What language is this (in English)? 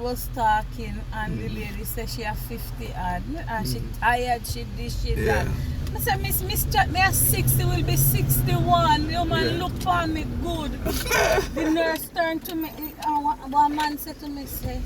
Jamaican Creole English